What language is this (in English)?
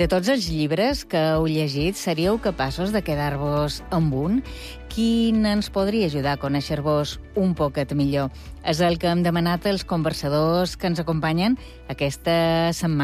Catalan